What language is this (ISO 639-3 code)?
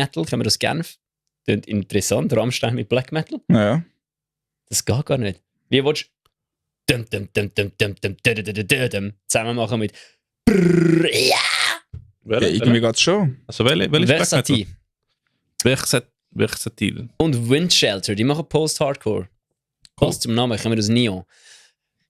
gsw